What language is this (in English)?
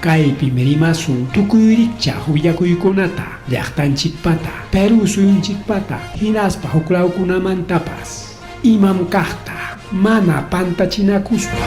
Ayacucho Quechua